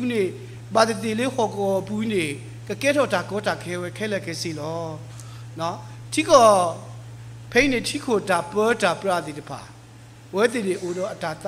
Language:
S'gaw Karen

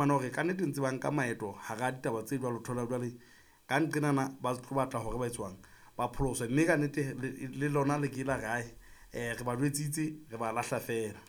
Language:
Southern Sotho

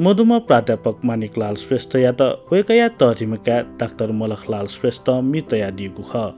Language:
Newari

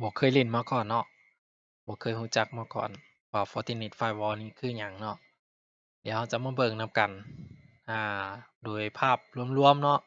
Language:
Lao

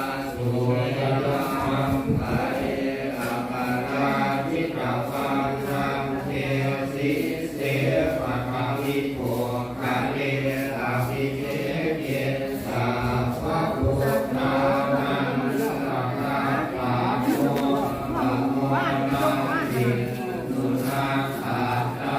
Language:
Pali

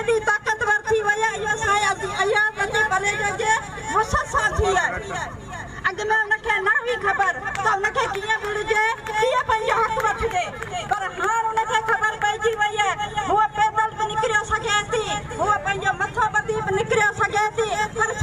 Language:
Sindhi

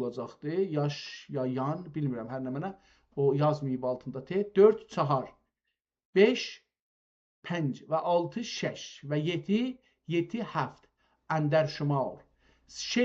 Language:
South Azerbaijani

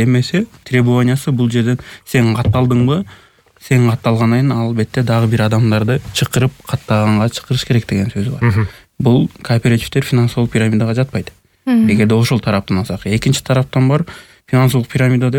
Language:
Kyrgyz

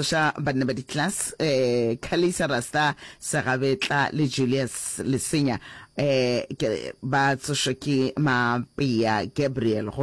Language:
Northern Sotho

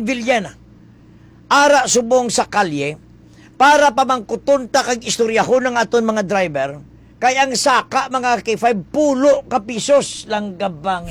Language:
Hiligaynon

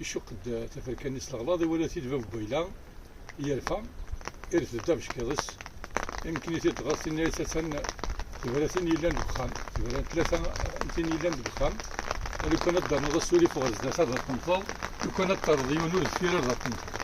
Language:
Kabyle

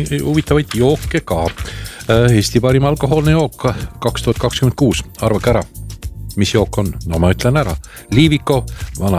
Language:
Estonian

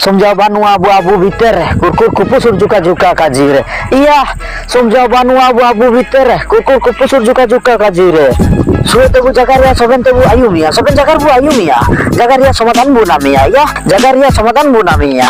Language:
Ho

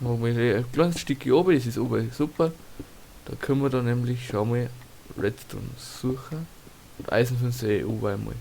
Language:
Bavarian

